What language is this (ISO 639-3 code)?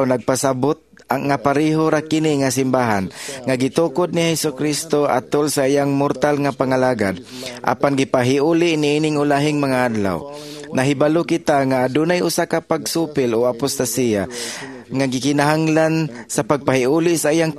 ceb